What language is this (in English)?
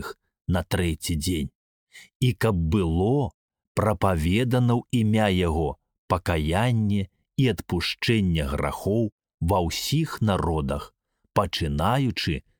Belarusian